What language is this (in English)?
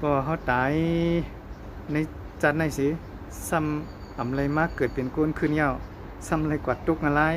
Shan